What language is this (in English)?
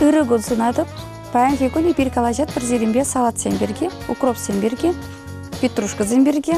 Chuvash